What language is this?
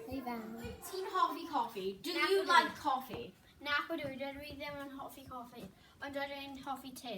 Welsh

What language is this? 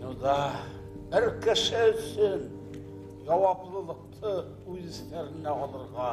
Bashkir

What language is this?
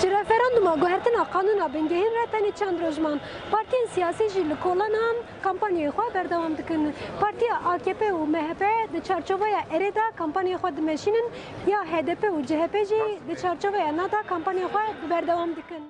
Kurdish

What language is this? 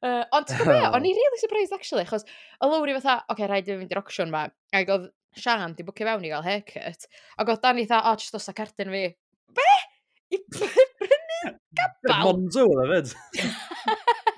Welsh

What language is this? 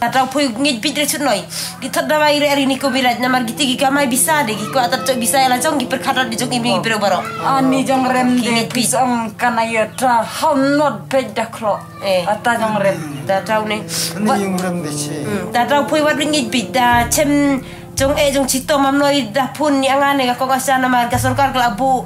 Khasi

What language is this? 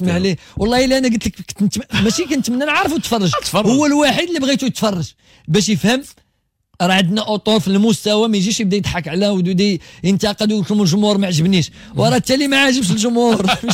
Moroccan Arabic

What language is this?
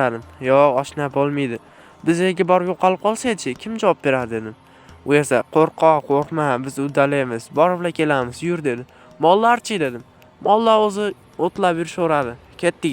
Uzbek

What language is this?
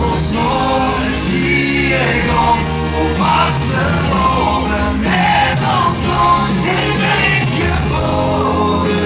Limburgish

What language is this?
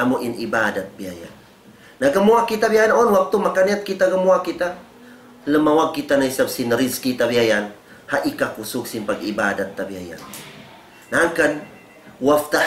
Tausug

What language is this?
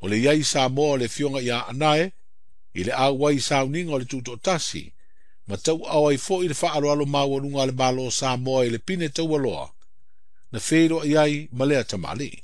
Samoan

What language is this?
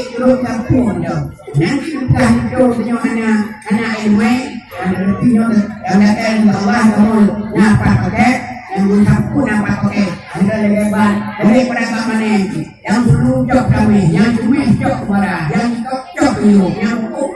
Achinese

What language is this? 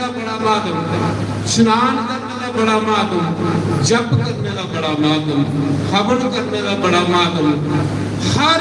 Dogri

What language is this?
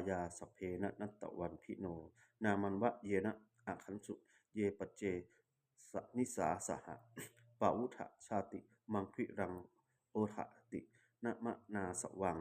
Pali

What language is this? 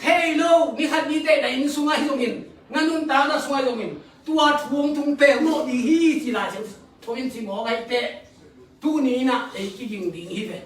Tedim Chin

